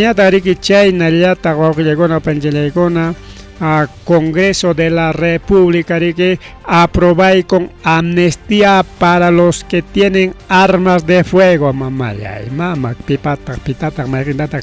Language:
Ayacucho Quechua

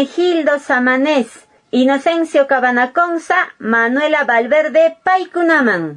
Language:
Quechua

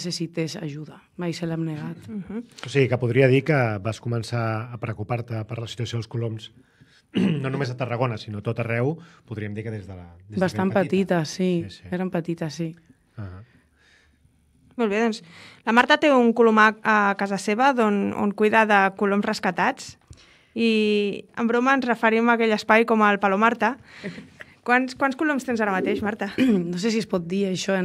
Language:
Catalan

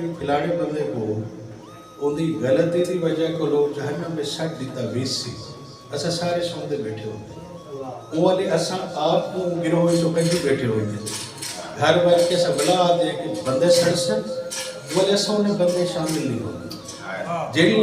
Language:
Saraiki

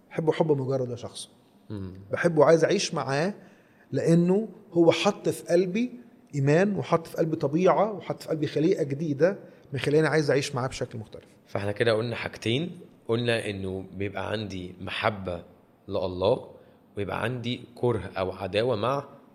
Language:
Egyptian Arabic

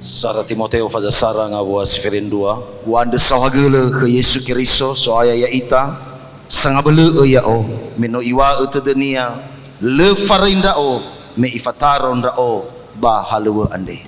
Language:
Nias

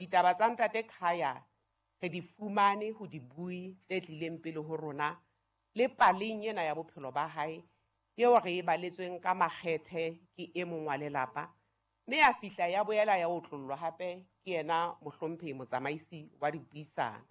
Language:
Southern Sotho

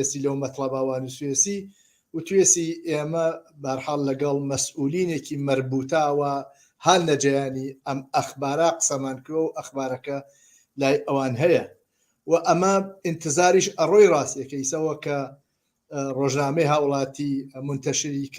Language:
Central Kurdish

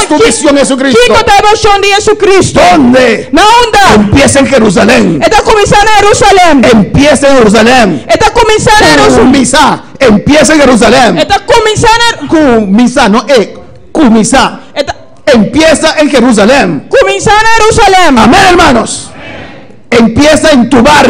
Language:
Papiamento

